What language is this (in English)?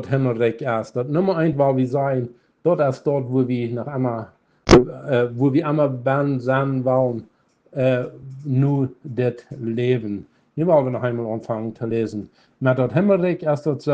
Plautdietsch